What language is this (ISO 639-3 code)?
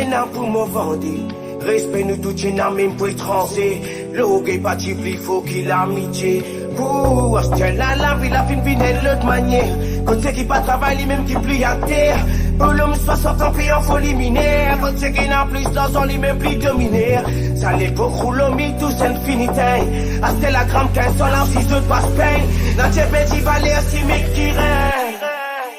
mfe